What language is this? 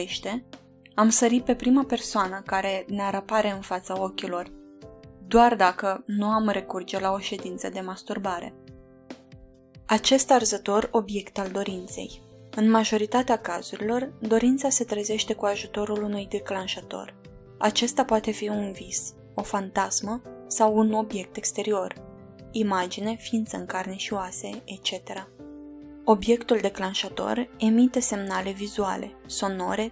Romanian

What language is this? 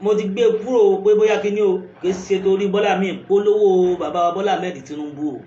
Yoruba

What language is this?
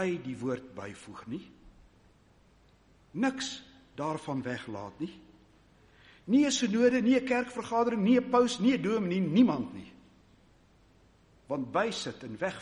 Afrikaans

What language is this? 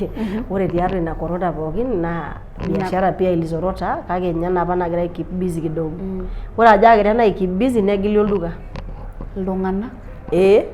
Masai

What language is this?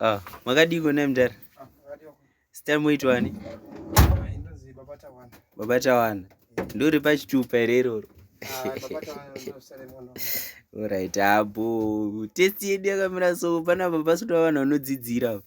Shona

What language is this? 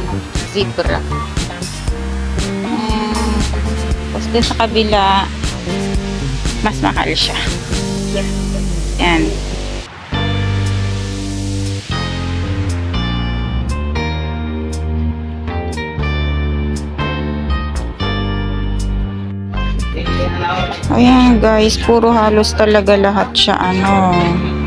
Filipino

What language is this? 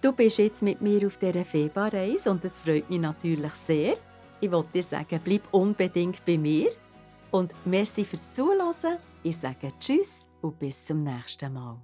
Swiss German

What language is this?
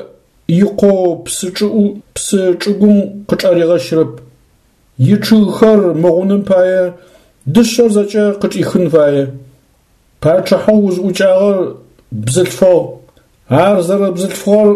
Adyghe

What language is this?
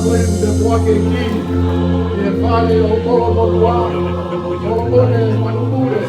Tongan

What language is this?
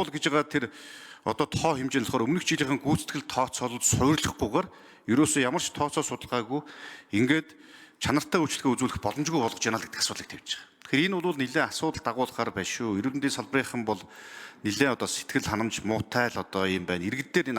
Mongolian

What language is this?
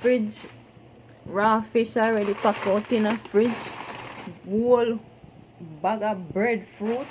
Jamaican Creole English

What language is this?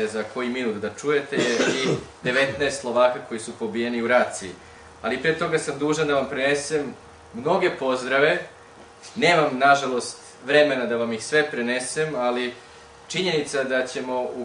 Serbian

